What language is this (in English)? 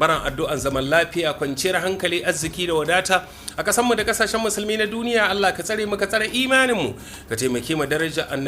Hausa